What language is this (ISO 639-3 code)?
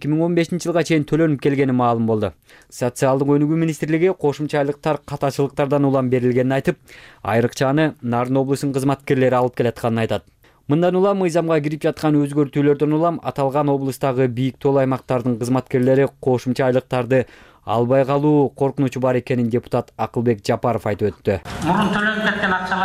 kir